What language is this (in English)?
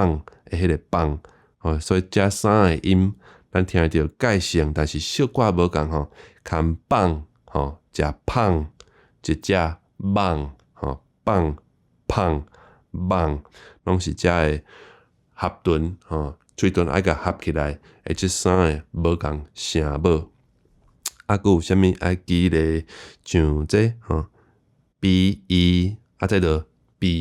Min Nan Chinese